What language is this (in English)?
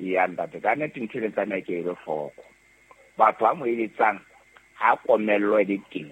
Southern Sotho